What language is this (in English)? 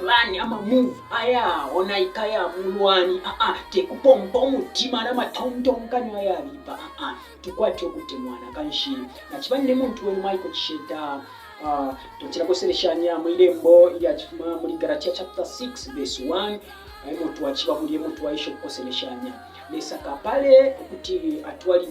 Bemba